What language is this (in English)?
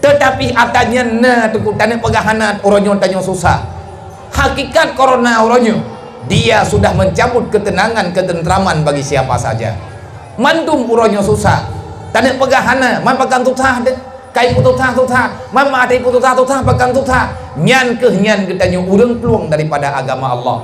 Achinese